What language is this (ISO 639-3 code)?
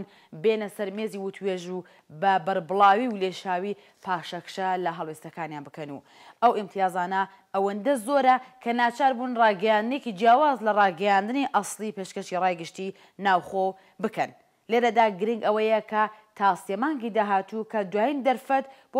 ckb